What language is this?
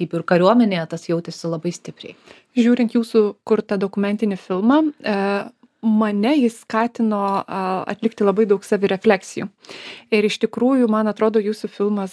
Lithuanian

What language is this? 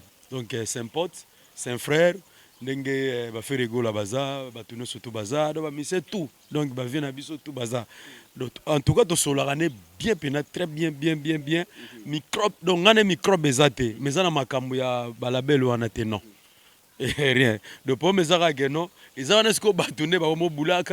Lingala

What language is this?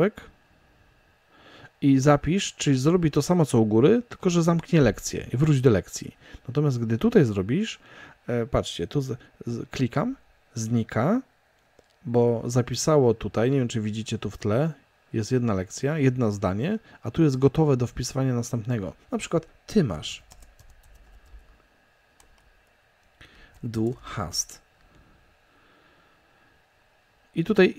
Polish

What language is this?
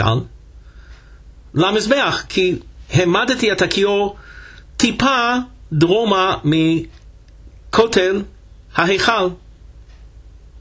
Hebrew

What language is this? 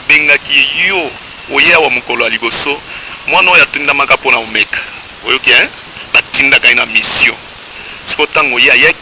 Lingala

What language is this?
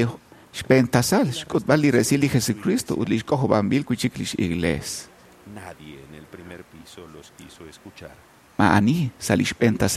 Kekchí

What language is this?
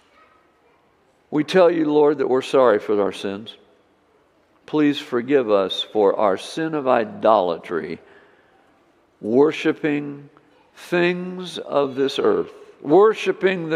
English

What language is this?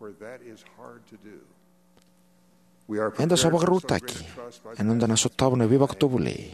Fijian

